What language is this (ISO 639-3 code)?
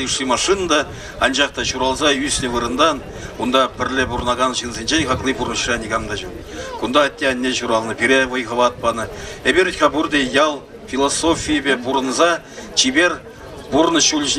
chv